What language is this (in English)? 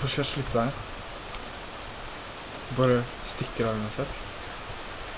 Norwegian